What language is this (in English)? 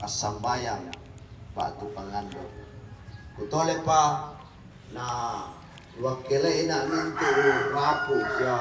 Toraja-Sa'dan